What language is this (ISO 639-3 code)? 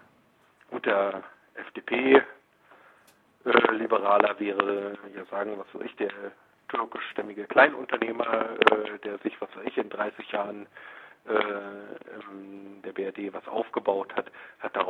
deu